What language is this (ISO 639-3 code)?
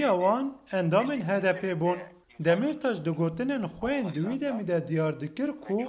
kur